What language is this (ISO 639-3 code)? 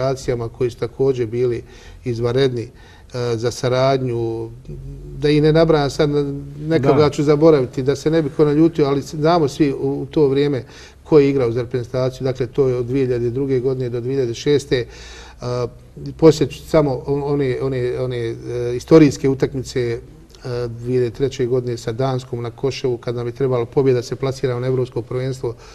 bos